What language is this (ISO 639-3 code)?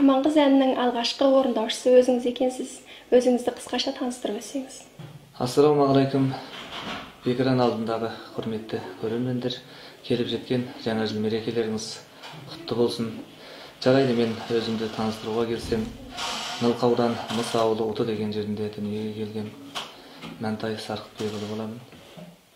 kaz